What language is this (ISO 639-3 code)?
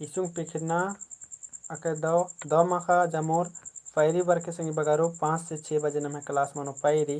kru